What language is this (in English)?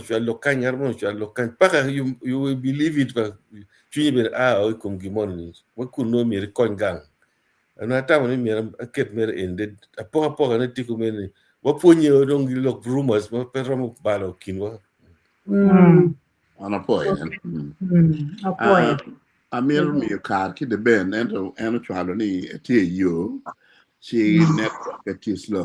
Acoli